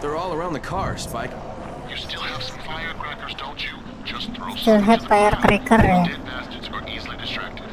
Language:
Banjar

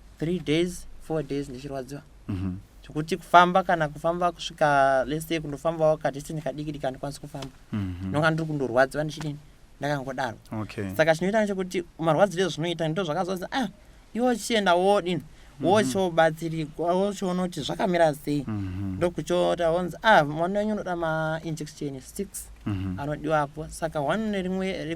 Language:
Shona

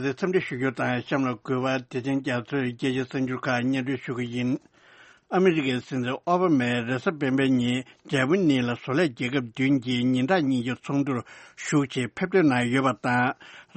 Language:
Tibetan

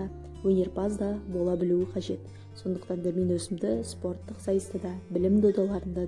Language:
Kazakh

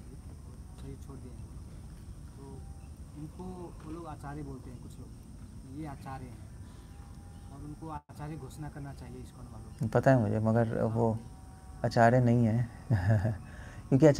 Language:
Hindi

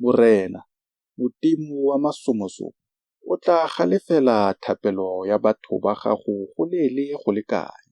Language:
Tswana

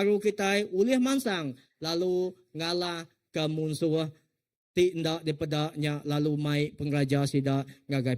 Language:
Iban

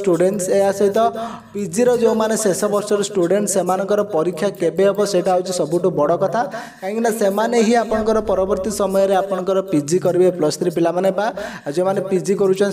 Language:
Odia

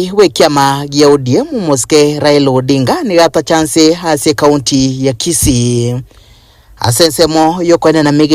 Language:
Gusii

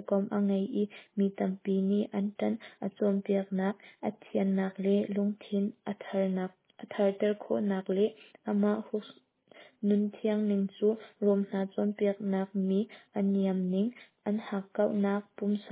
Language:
Hakha Chin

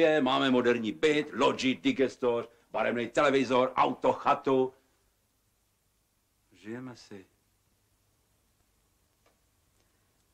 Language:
Czech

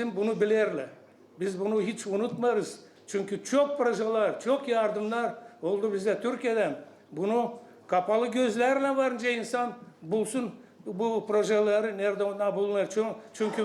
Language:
Gagauz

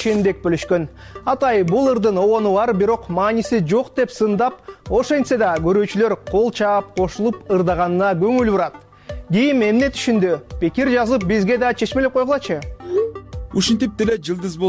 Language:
Kyrgyz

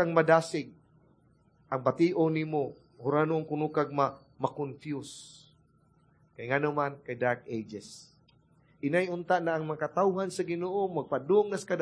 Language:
Cebuano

